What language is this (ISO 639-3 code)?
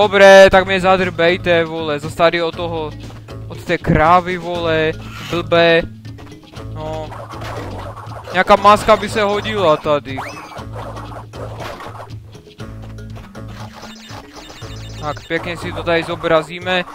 ces